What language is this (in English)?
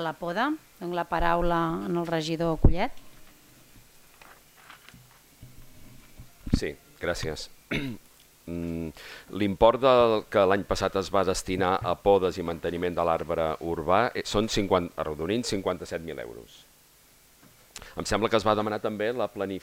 Catalan